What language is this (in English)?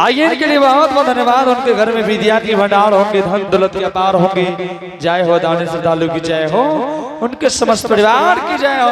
Angika